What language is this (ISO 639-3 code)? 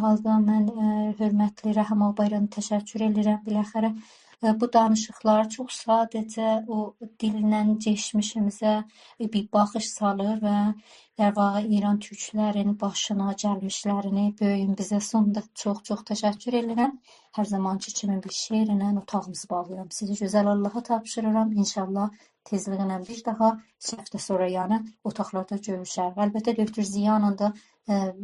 azb